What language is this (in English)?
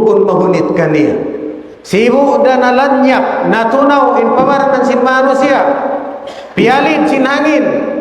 Tausug